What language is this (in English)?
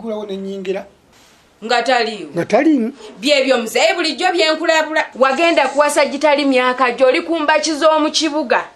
Ganda